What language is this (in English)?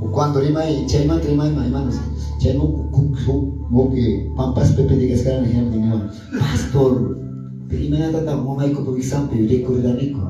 Quechua